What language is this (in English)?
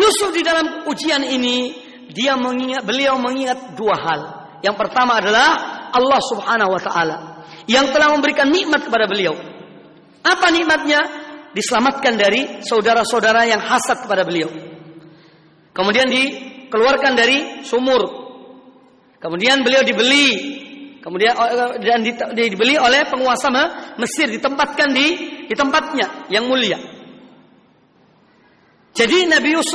Indonesian